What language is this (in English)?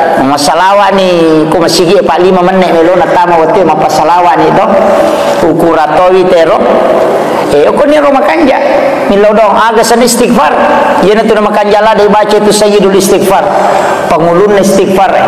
Buginese